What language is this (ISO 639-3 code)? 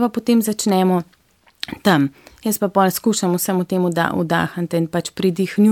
slv